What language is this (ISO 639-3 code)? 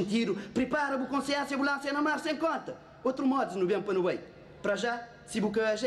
kea